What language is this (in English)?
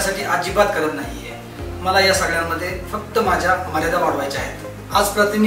Marathi